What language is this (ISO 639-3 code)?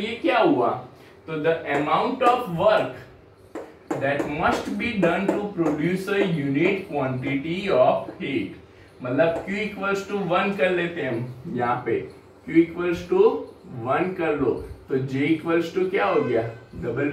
hin